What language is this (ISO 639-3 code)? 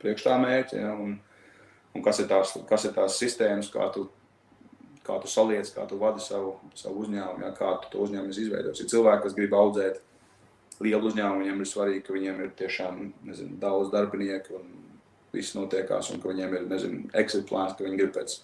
lav